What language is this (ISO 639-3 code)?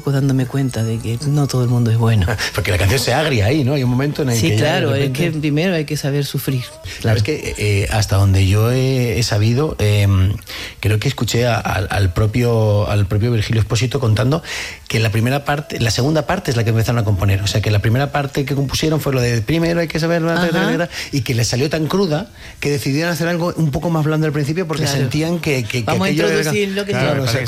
spa